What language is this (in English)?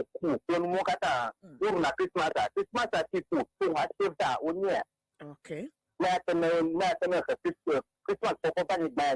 Ewe